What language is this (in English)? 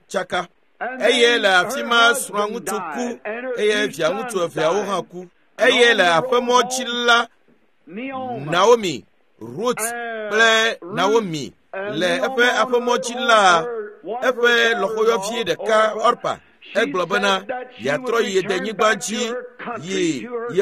Ewe